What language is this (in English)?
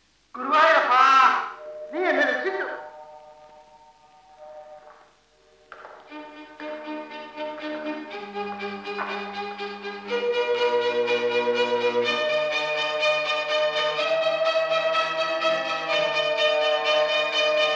Malayalam